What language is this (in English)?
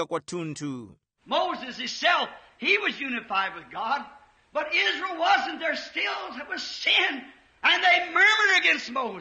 Tumbuka